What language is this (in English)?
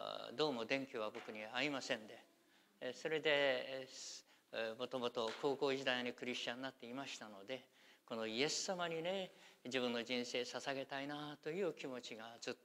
Japanese